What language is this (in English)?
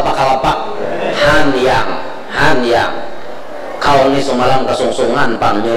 Banjar